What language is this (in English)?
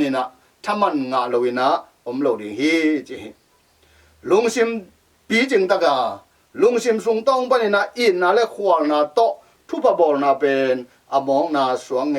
Tedim Chin